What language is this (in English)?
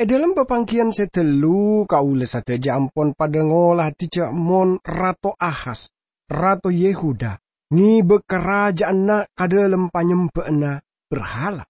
Madurese